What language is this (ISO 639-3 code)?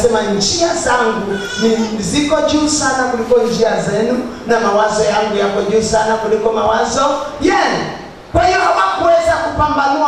swa